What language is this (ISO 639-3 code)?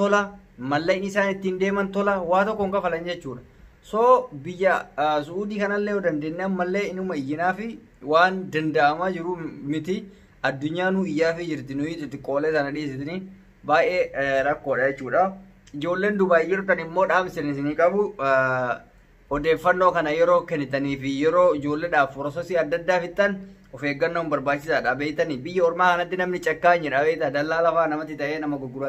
orm